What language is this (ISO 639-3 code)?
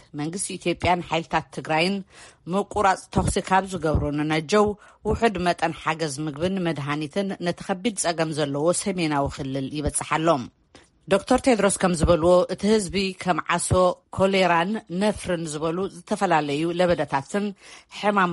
tir